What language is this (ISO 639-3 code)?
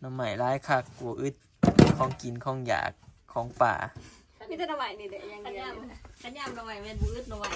tts